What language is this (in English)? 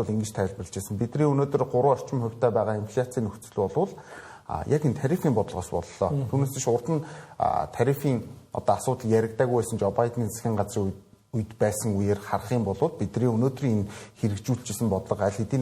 Mongolian